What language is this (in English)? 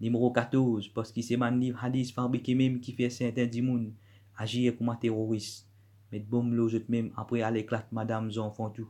Morisyen